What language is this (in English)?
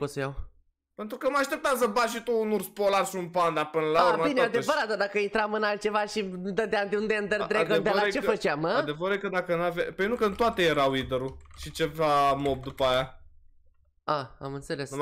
Romanian